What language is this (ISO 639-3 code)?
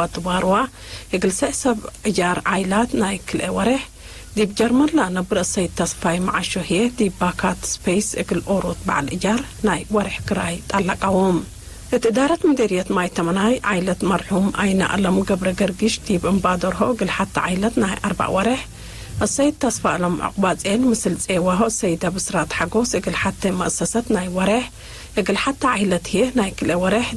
tig